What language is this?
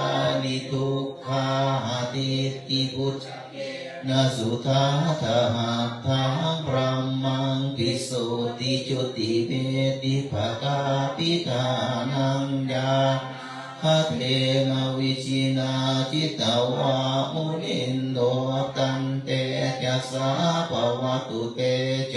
Pali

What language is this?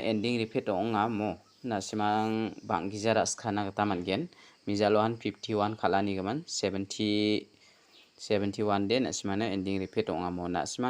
Garo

